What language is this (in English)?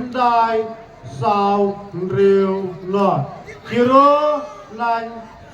Khasi